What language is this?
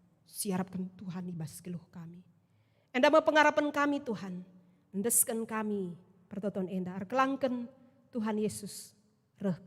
Batak Karo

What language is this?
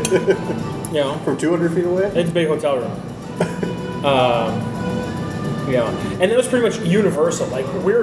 English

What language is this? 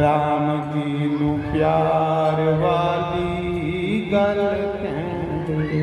Dogri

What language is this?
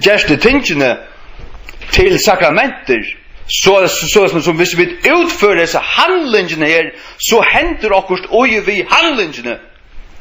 Faroese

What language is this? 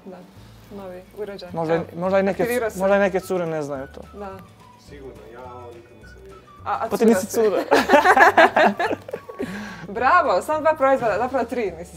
Croatian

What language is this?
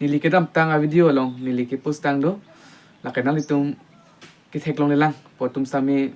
Karbi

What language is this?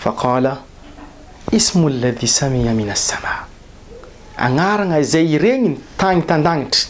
Malagasy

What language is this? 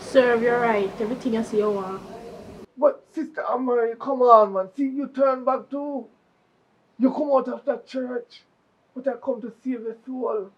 Jamaican Creole English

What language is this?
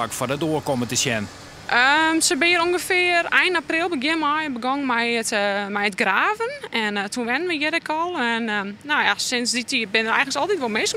Western Frisian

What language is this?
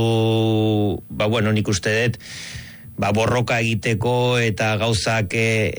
Basque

